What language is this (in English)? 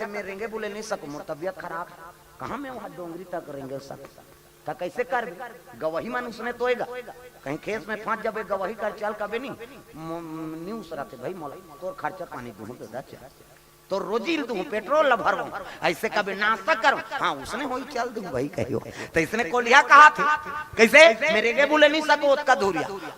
Chhattisgarhi